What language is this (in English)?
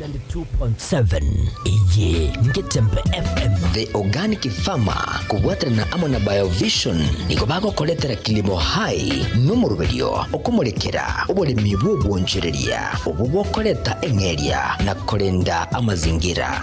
Gusii